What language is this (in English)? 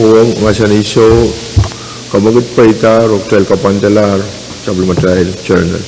Pohnpeian